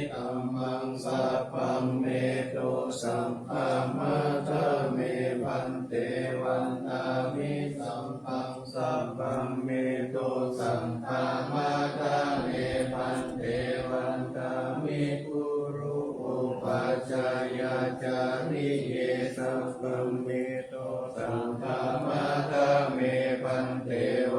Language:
Pali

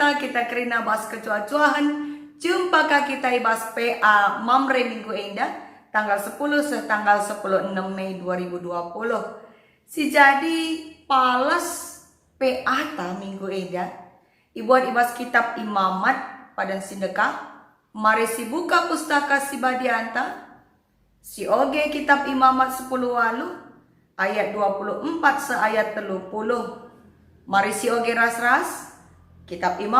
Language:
Batak Karo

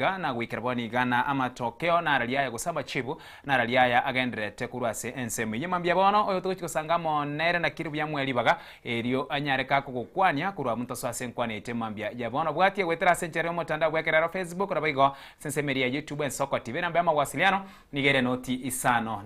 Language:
Gusii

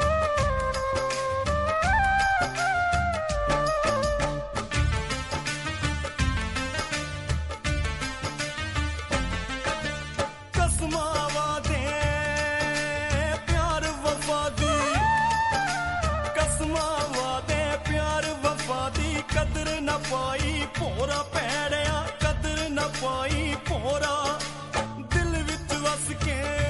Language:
Punjabi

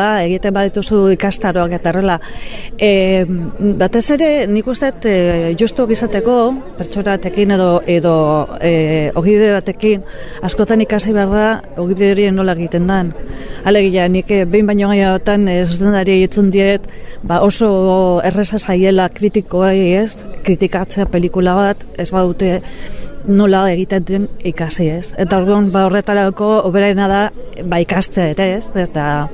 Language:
Basque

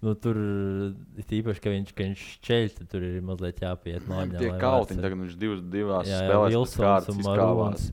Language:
Latvian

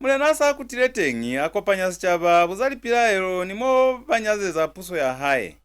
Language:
Lozi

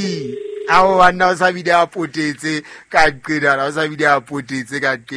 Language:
Southern Sotho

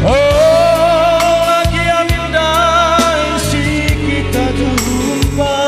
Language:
Batak Karo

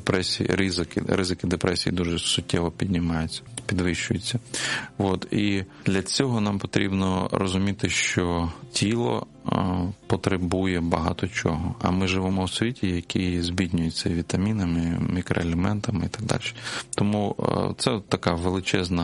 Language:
Ukrainian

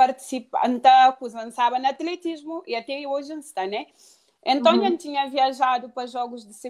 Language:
Kabuverdianu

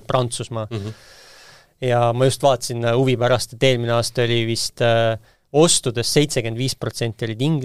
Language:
Estonian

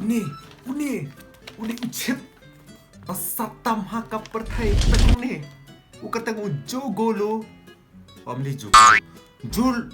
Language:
Khasi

